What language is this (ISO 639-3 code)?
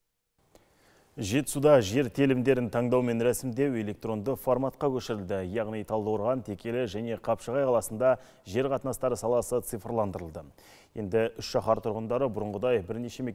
kaz